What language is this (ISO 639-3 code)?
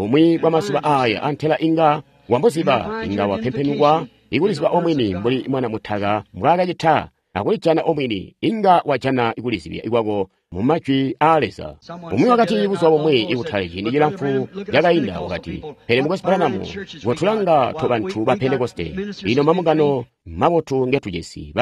toi